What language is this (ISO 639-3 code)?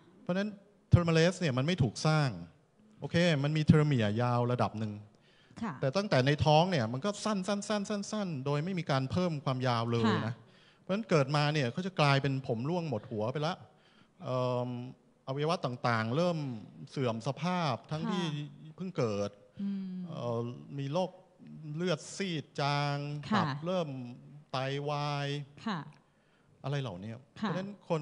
tha